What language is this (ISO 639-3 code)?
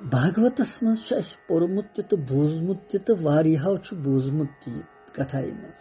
kas